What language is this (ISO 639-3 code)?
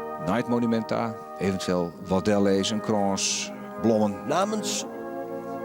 fry